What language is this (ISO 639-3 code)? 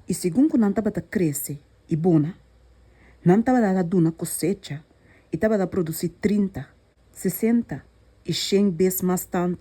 pap